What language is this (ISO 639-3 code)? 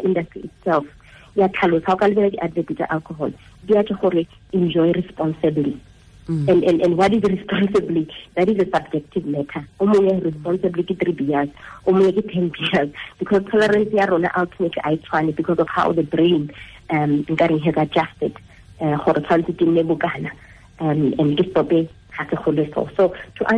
tsn